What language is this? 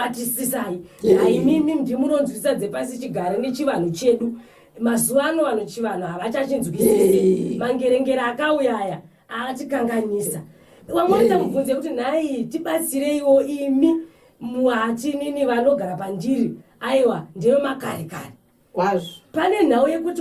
Shona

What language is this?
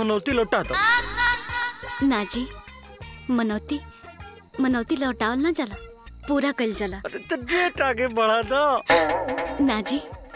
Bhojpuri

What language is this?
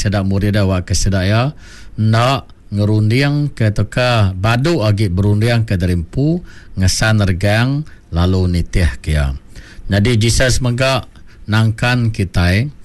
Iban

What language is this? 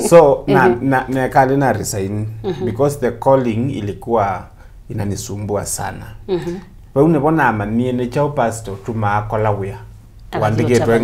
Kamba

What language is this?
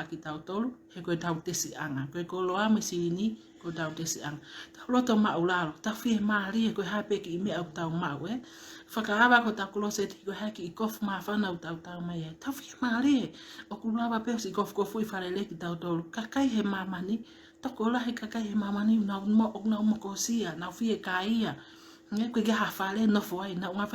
Tongan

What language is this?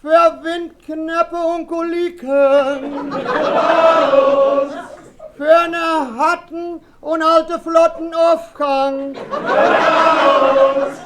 Westphalien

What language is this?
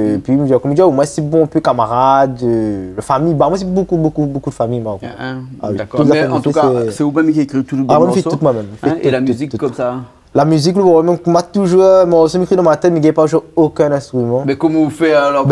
Réunion Creole French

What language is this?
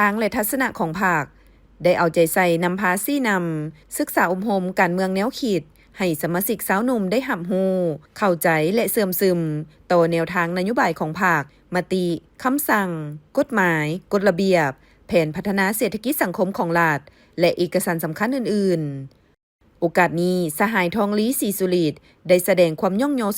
Lao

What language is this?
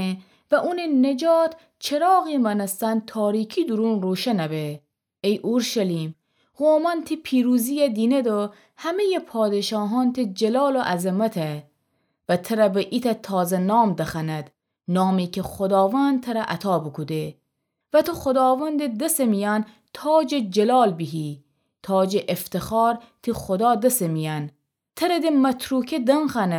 Gilaki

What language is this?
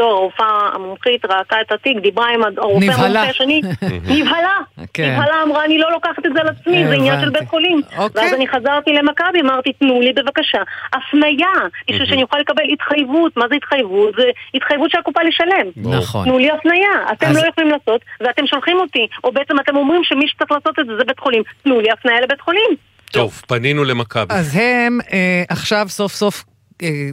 Hebrew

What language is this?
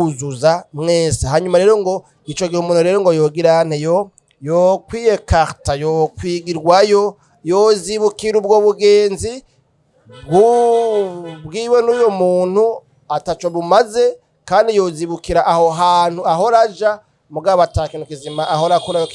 Rundi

